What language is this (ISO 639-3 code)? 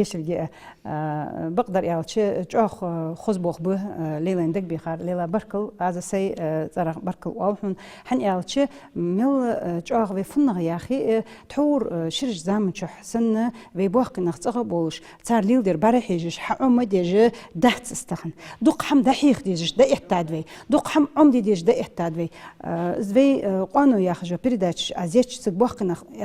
inh